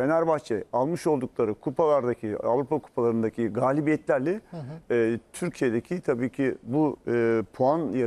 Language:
Turkish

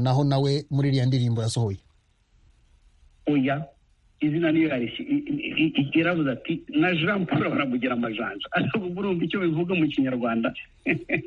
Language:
Kinyarwanda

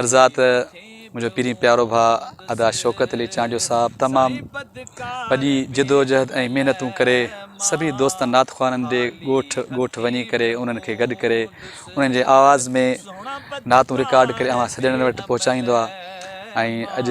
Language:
Sindhi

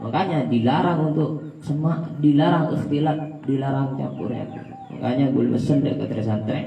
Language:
Madurese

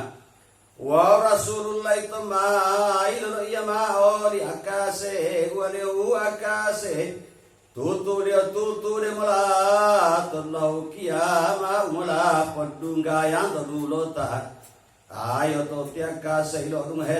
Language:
Gorontalo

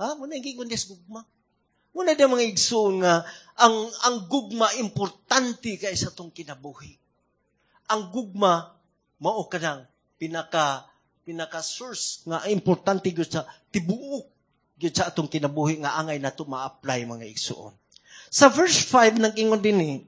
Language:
Cebuano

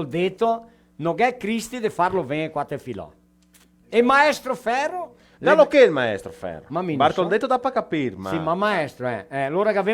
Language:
Venetian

